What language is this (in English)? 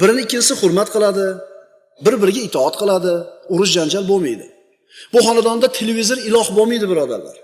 Uzbek